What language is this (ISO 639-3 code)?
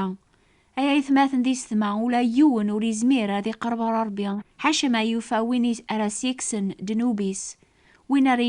kab